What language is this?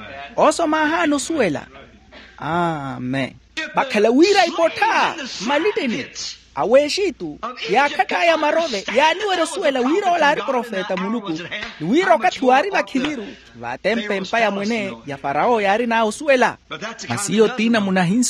Makhuwa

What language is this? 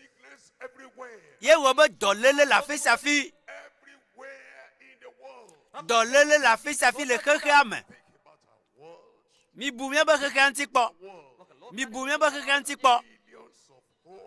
Ewe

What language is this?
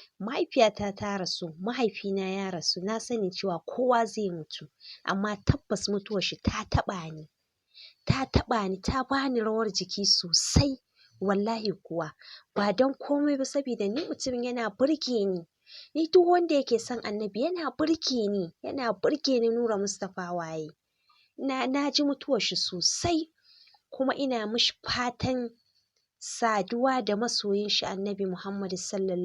Hausa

